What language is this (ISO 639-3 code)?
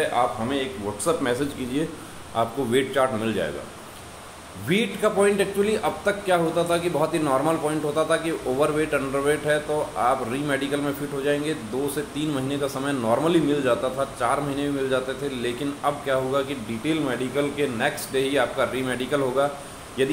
hin